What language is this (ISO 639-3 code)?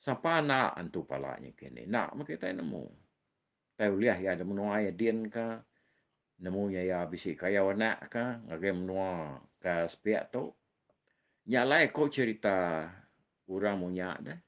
iba